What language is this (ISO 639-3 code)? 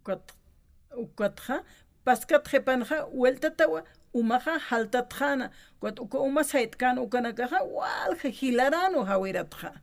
aym